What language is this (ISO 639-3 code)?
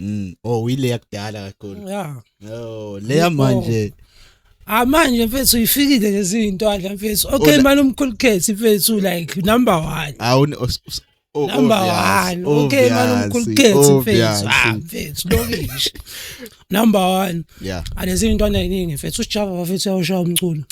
zul